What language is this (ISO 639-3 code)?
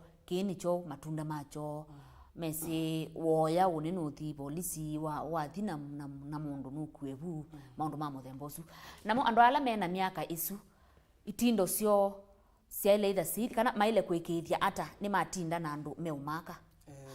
kam